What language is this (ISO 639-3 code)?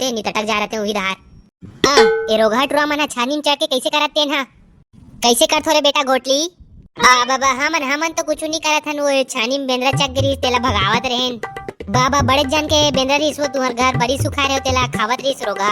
hne